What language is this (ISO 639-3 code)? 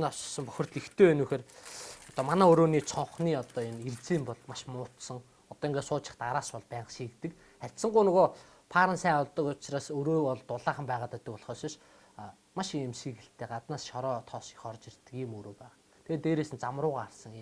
mon